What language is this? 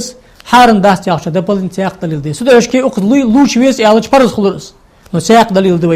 Ingush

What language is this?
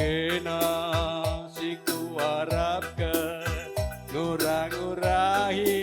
Batak Karo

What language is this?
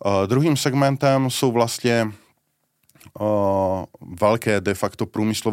Czech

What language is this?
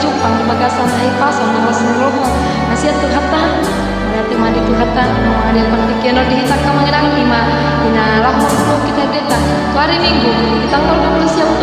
Batak Toba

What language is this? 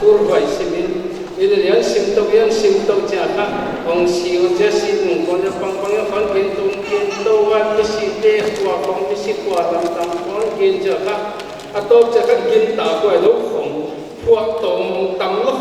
Paite Chin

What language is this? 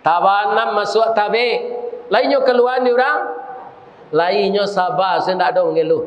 Minangkabau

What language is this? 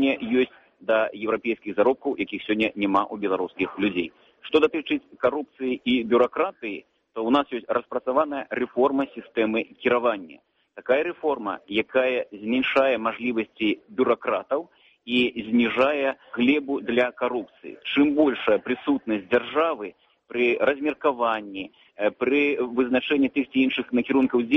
Belarusian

